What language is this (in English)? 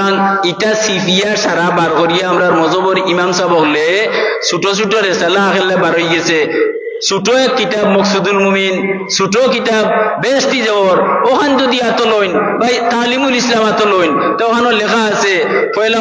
Sylheti